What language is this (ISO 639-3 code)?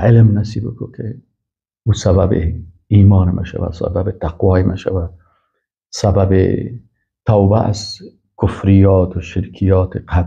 fas